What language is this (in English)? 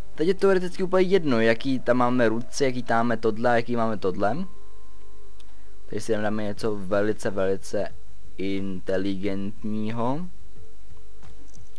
Czech